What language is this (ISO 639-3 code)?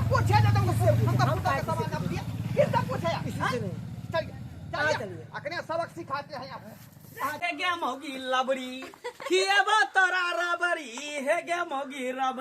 mai